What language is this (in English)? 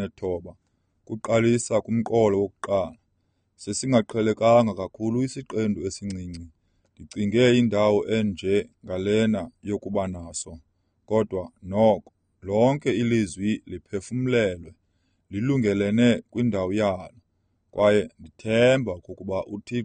Xhosa